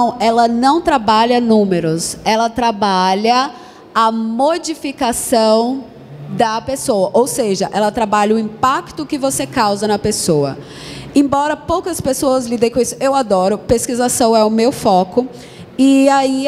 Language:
Portuguese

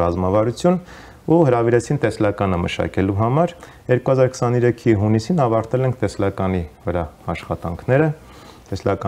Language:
Armenian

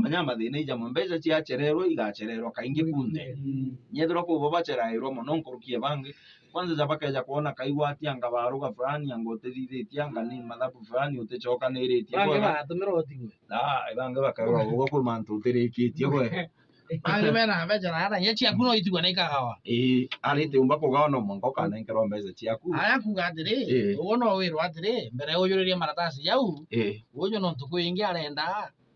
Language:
Meru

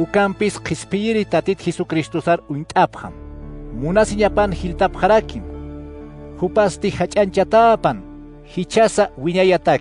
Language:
Aymara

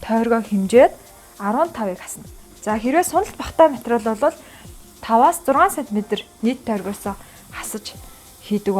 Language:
Mongolian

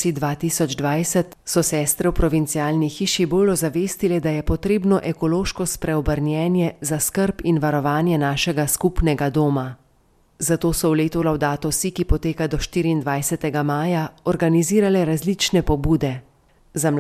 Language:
Slovenian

